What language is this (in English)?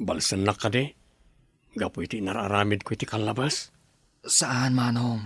Iloko